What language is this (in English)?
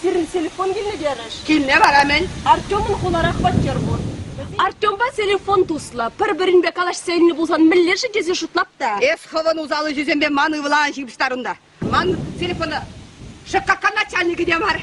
Chuvash